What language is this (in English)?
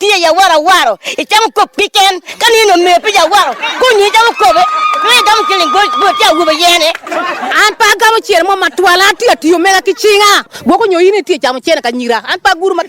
Acoli